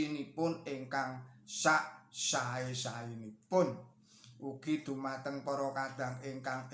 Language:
Javanese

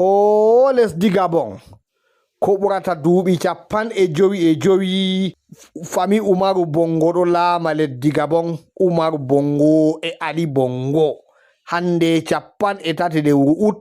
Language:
Fula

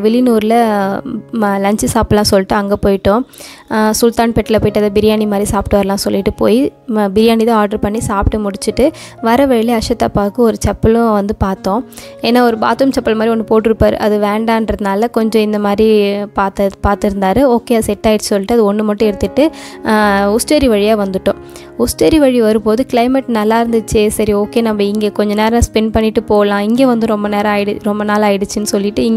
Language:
Tamil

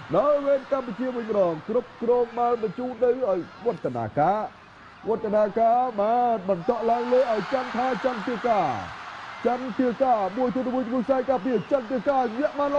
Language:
Khmer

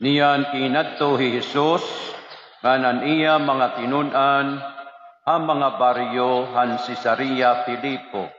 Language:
Waray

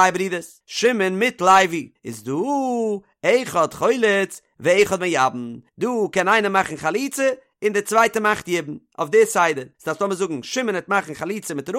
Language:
Yiddish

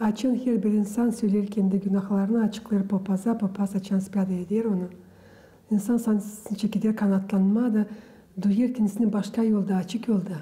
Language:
Gagauz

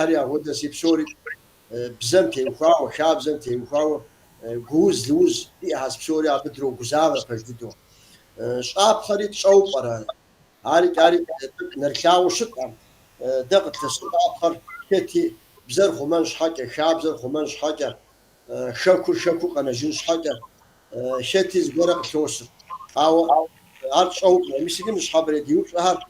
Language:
Kabardian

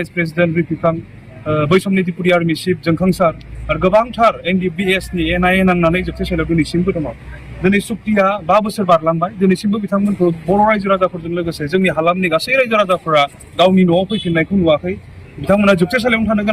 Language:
Bodo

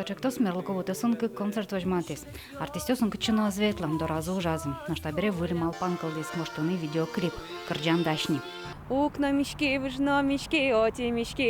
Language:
Udmurt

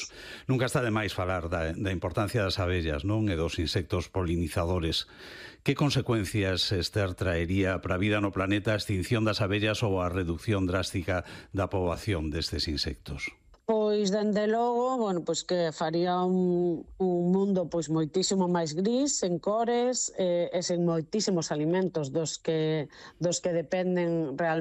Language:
Galician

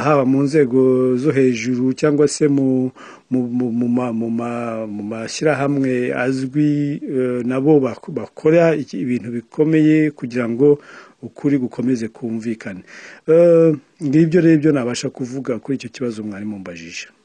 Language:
Kinyarwanda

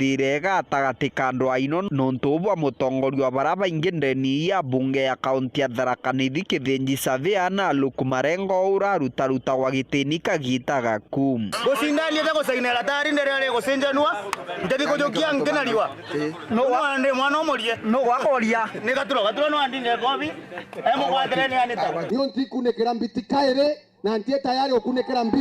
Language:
Meru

